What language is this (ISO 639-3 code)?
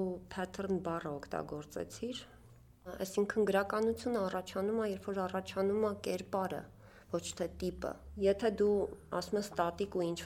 hye